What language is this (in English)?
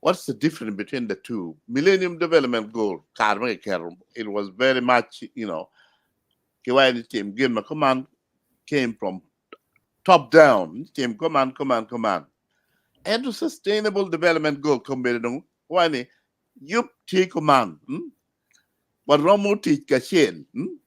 Acoli